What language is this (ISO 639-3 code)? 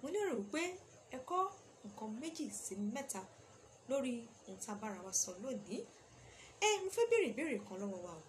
yor